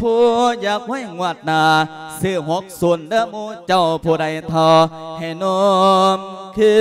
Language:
Lao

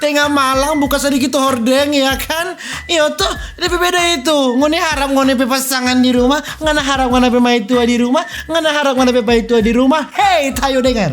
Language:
Manado Malay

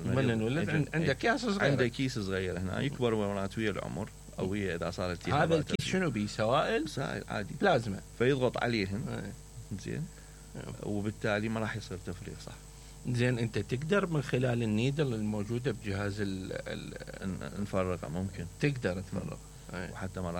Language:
Mesopotamian Arabic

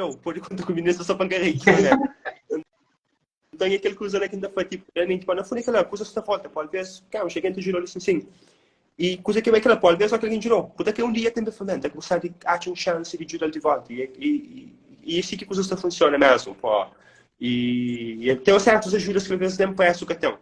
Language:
Kabuverdianu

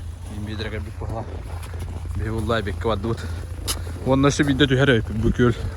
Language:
Yakut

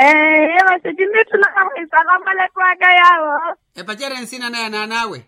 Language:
Makhuwa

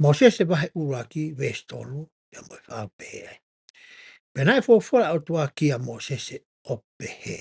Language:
Tongan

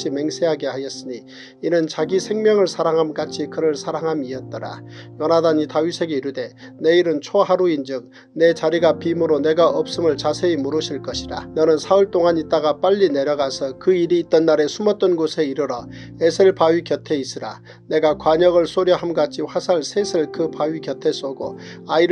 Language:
Korean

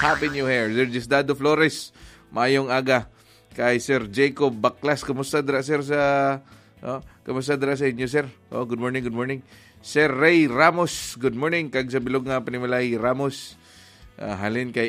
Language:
Hiligaynon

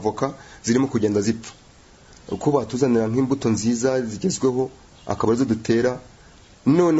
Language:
Kinyarwanda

